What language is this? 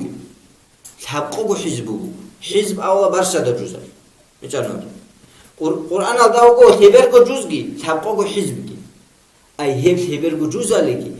Avaric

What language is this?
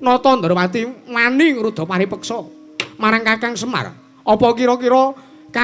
Javanese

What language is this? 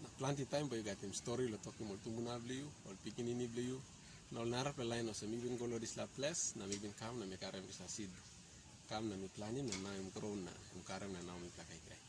Tok Pisin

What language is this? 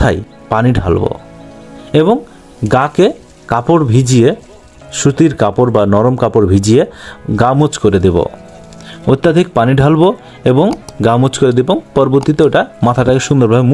Bangla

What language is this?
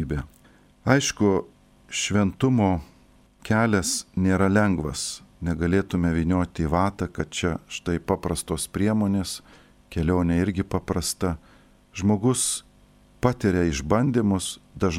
Lithuanian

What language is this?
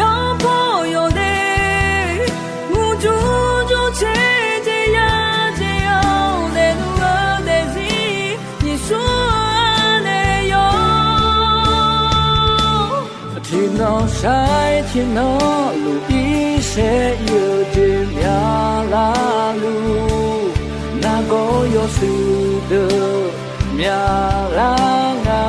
Akha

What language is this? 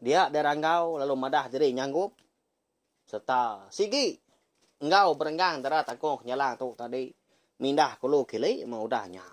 Iban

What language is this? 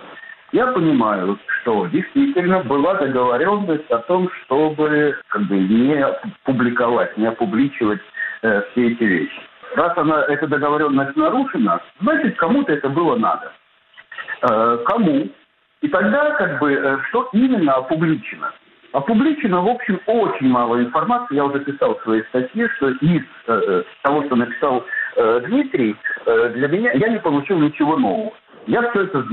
Russian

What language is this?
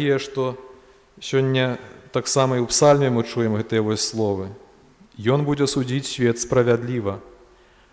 Belarusian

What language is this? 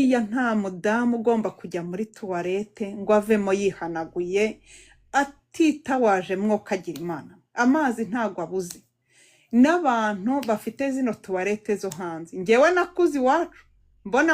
Kinyarwanda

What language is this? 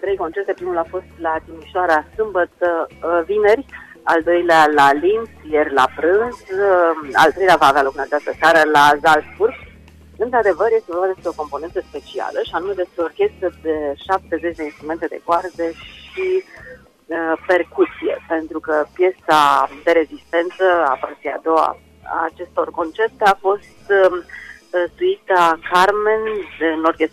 Romanian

